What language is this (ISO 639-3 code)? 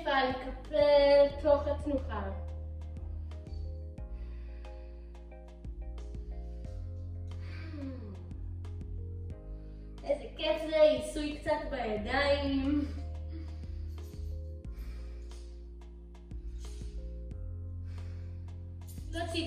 heb